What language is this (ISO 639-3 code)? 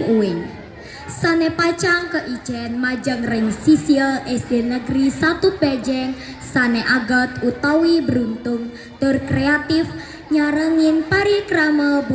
ban